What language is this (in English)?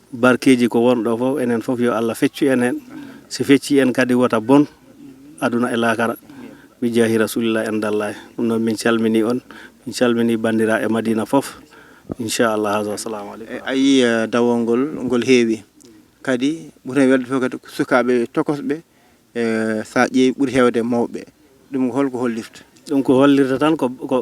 Fula